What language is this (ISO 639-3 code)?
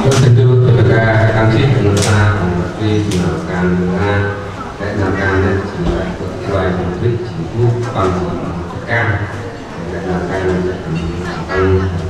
cmo